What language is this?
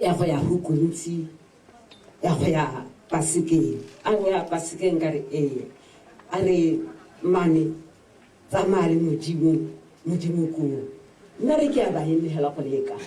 Tswana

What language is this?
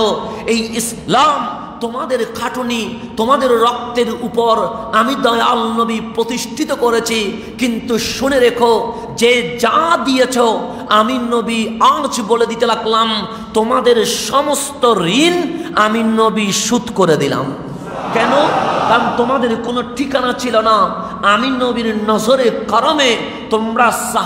Bangla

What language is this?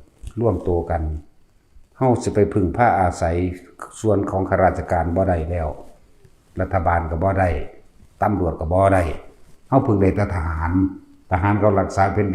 Lao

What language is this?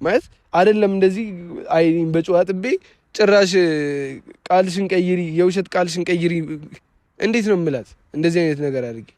Amharic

